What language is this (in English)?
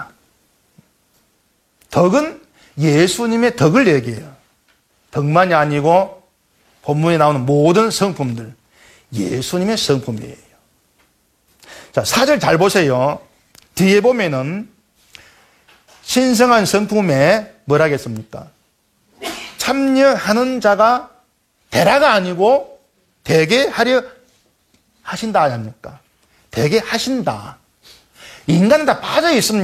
Korean